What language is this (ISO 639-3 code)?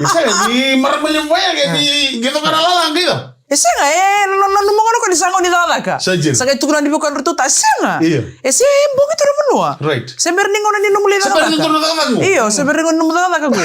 fij